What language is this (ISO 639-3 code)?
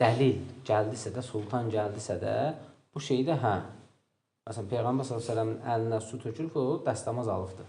aze